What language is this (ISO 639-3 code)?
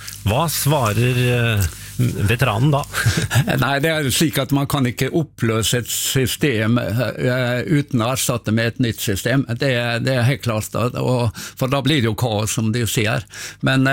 nor